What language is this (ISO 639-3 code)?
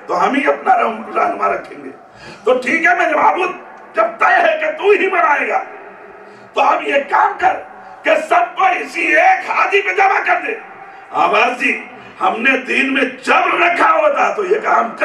urd